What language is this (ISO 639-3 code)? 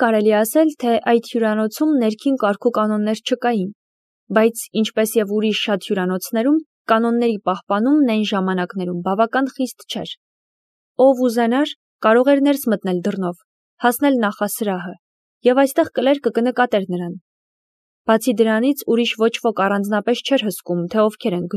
hye